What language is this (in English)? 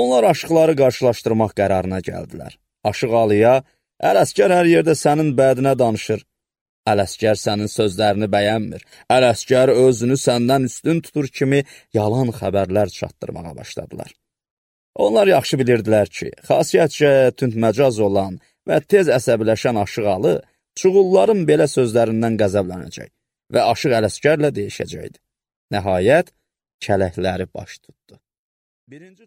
Azerbaijani